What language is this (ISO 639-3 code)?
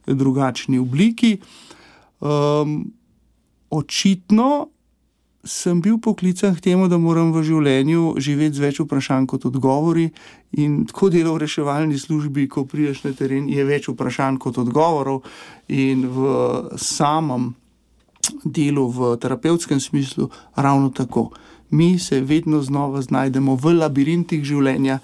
slv